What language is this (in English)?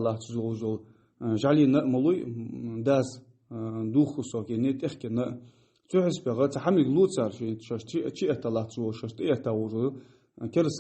Ingush